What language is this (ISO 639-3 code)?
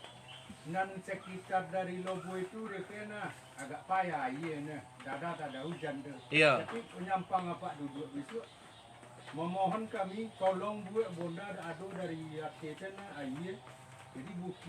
min